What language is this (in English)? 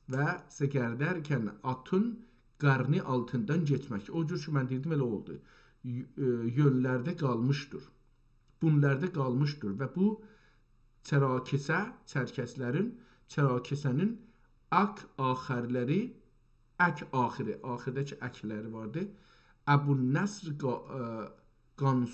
South Azerbaijani